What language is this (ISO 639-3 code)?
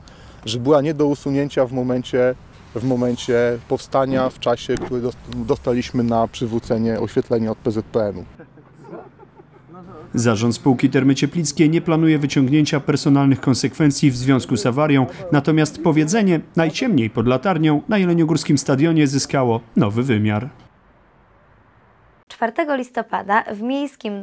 pol